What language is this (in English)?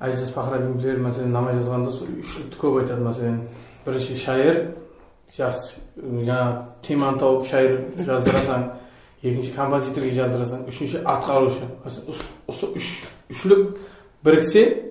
Kara-Kalpak